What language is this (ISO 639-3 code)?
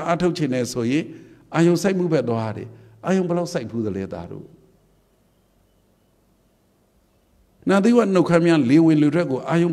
mya